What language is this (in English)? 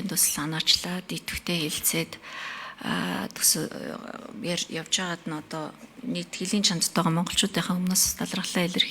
Mongolian